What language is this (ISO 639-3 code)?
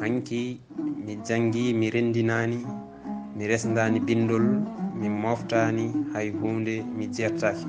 ful